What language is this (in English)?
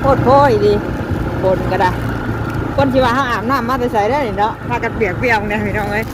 Northeastern Thai